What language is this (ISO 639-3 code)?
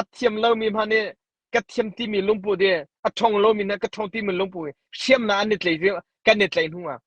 cnh